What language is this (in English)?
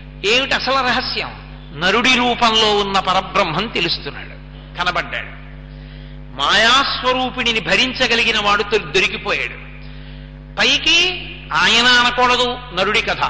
Telugu